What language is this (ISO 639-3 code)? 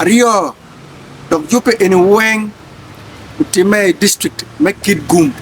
ach